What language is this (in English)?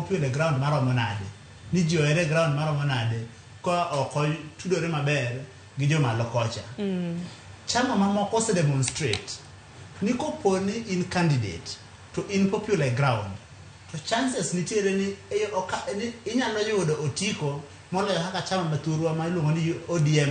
Luo (Kenya and Tanzania)